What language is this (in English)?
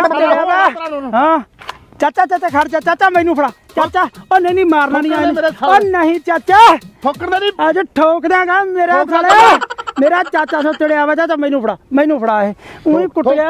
Punjabi